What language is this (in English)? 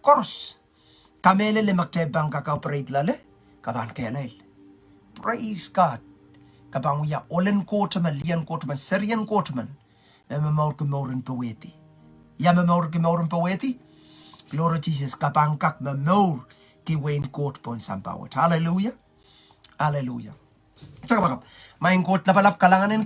Pohnpeian